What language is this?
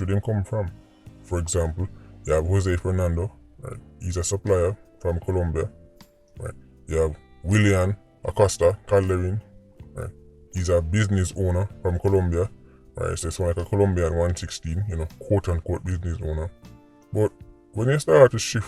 Jamaican Creole English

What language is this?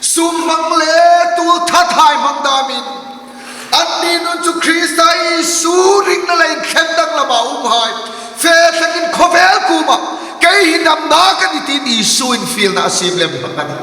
Hmar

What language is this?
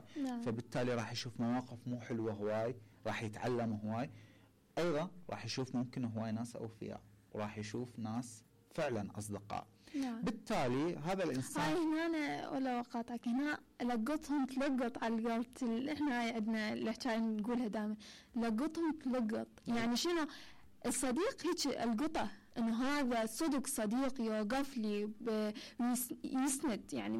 Mesopotamian Arabic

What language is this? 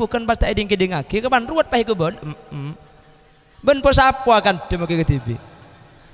Madurese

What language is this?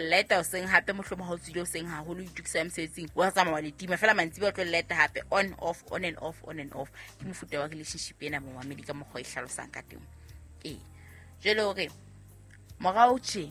Southern Sotho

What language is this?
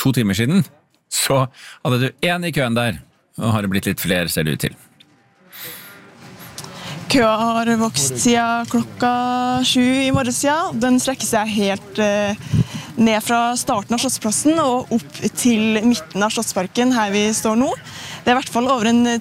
Norwegian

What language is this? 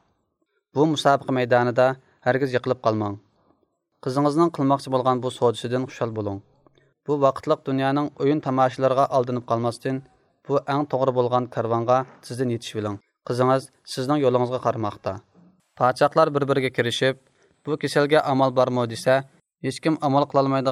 Uyghur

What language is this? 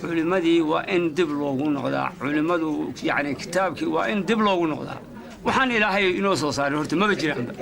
Somali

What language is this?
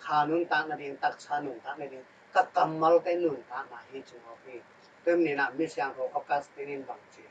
Tedim Chin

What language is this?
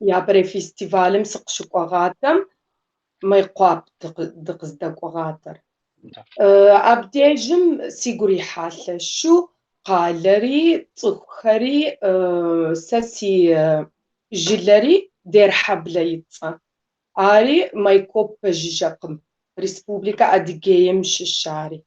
Kabardian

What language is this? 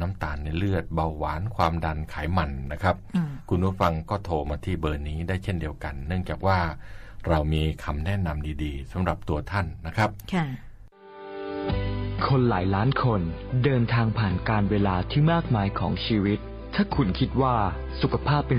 Thai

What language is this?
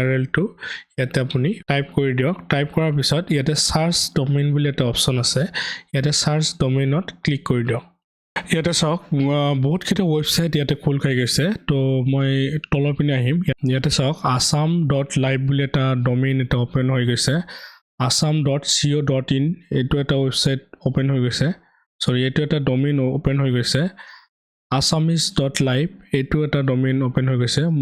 Assamese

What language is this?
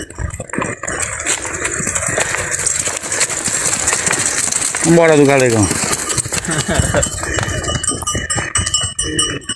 Portuguese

